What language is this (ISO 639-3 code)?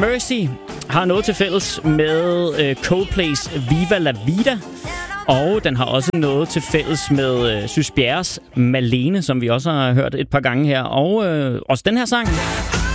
dan